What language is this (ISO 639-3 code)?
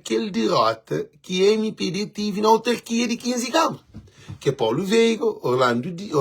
kea